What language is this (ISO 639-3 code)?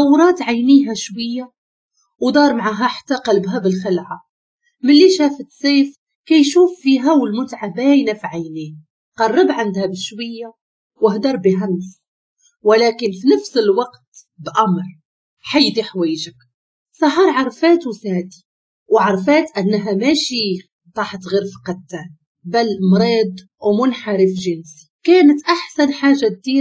ary